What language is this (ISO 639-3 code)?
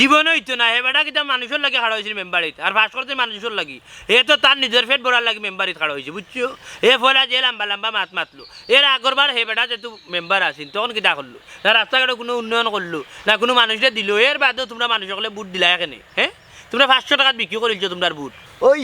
syl